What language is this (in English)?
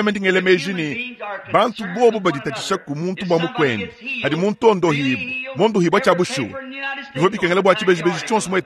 Luba-Lulua